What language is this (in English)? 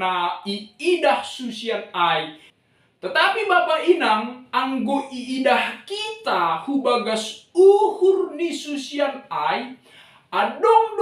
Batak Simalungun